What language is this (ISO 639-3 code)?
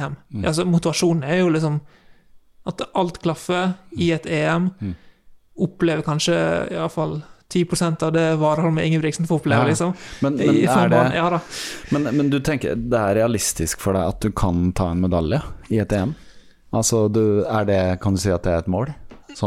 nor